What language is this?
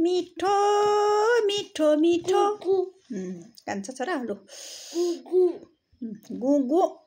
Nepali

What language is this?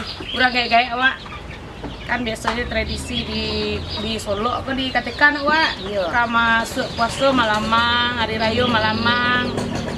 Minangkabau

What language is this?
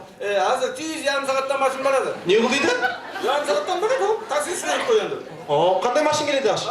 Kara-Kalpak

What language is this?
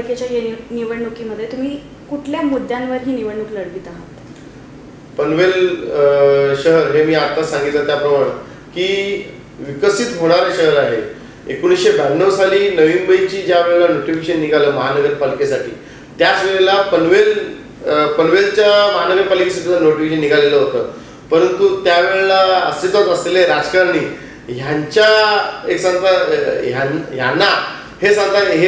Marathi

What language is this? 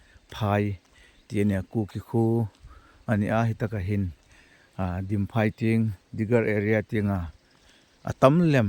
Hmar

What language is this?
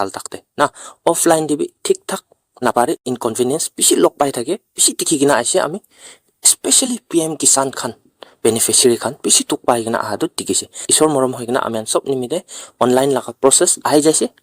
Naga Pidgin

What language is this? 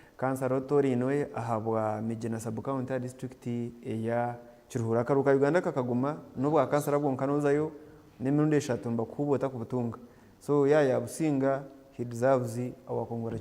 Nyankole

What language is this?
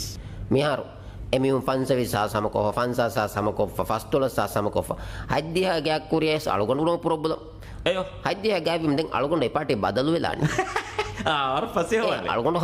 Divehi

